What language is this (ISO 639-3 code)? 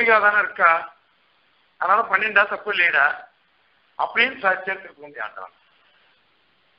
tam